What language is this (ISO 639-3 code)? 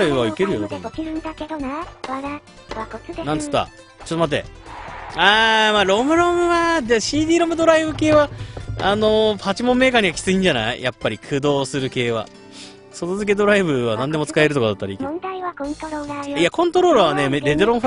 jpn